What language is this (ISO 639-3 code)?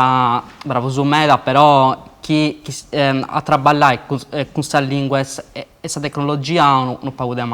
srd